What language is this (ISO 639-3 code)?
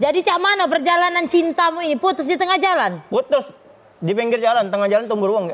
mui